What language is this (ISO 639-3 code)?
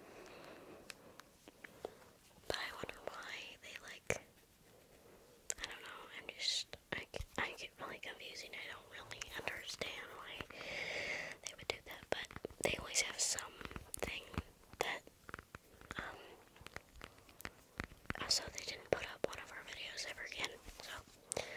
eng